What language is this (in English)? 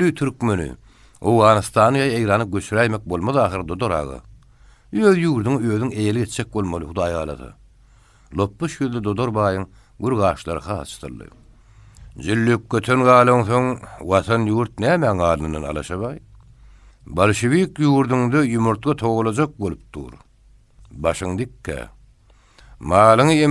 Turkmen